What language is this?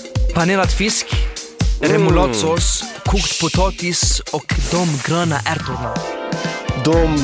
Swedish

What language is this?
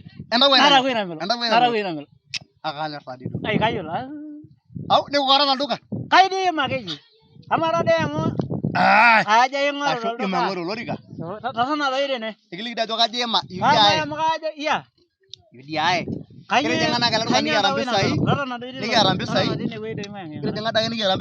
Masai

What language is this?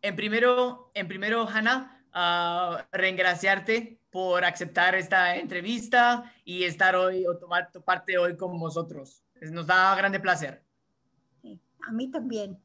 Ladino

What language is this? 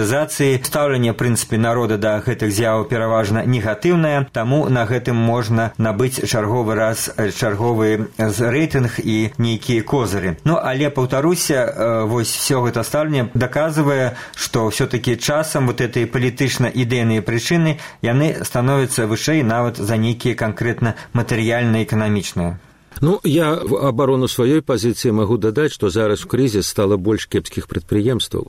Belarusian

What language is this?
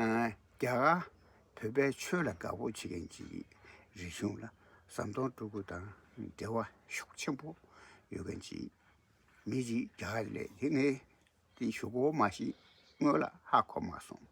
Tibetan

